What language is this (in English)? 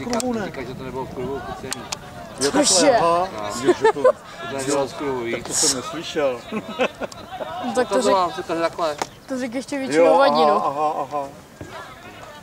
Czech